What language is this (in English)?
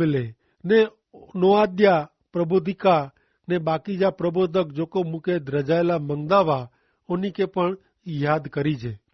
Kachhi